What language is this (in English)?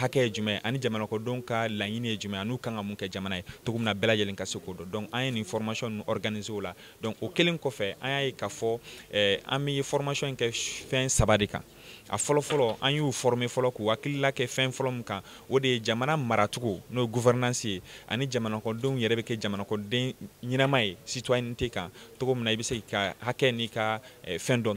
Bambara